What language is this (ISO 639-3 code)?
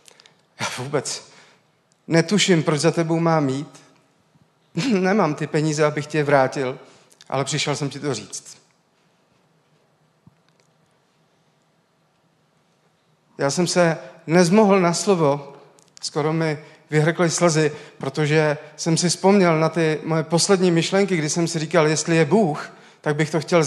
ces